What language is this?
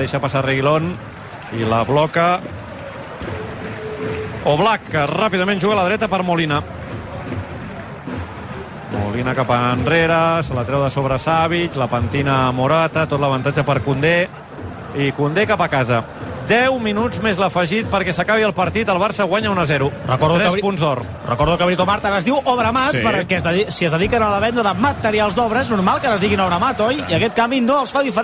Catalan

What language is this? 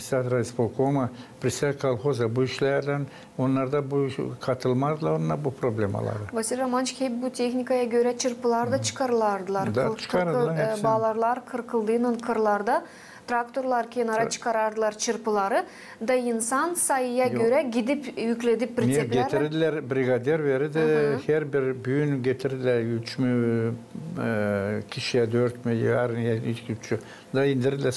Gagauz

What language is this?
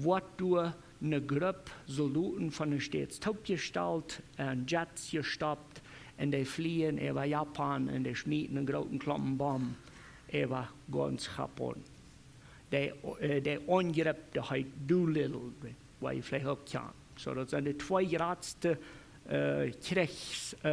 Plautdietsch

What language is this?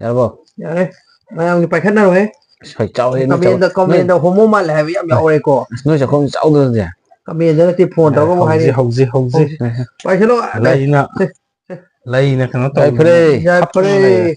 Manipuri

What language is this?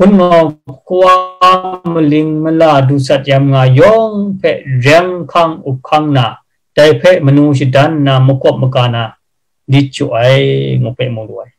Kachin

